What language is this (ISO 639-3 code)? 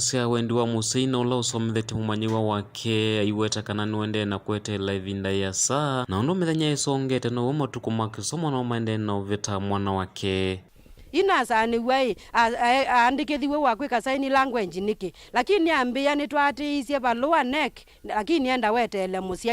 kam